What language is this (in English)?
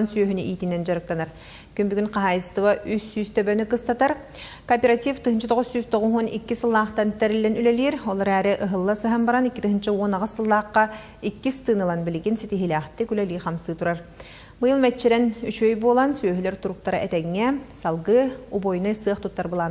Yakut